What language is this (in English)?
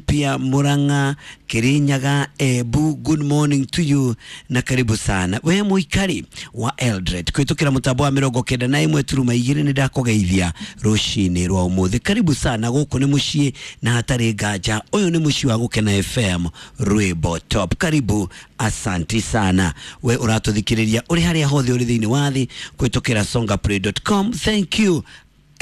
Kikuyu